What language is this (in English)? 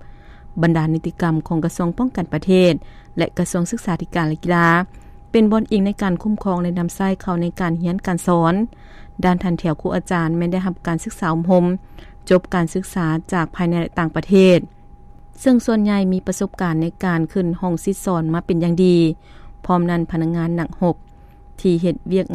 Lao